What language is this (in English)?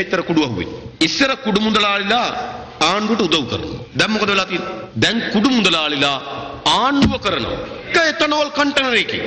Sinhala